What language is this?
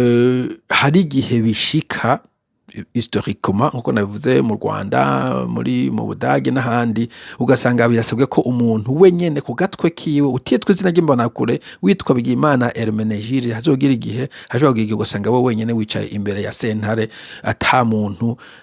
Rundi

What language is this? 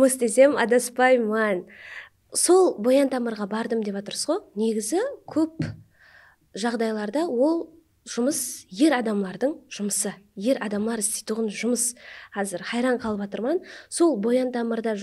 Kara-Kalpak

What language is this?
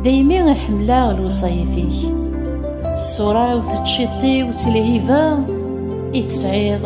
Kabyle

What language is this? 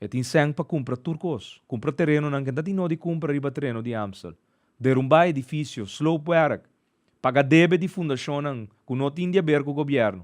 Papiamento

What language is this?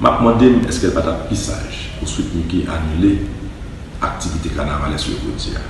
Haitian Creole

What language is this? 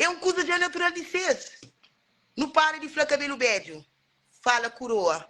Kabuverdianu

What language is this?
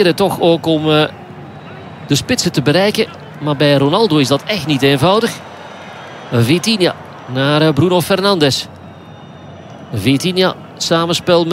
Dutch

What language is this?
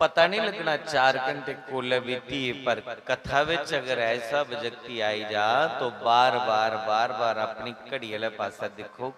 Dogri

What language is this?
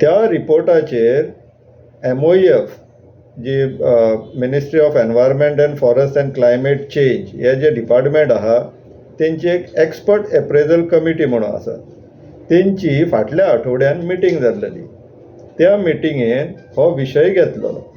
Konkani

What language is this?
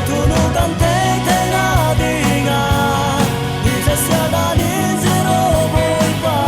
Falam Chin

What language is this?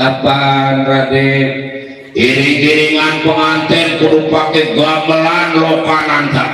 Betawi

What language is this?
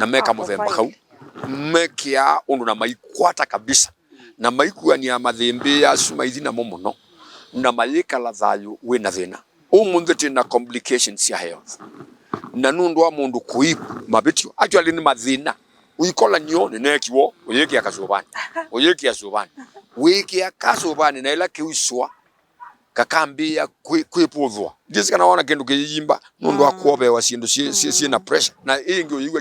Kamba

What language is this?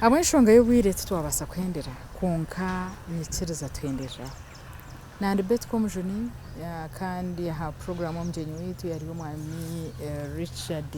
Nyankole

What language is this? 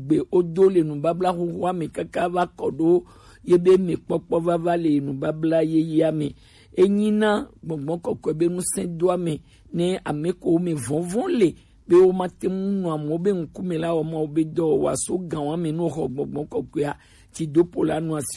Gen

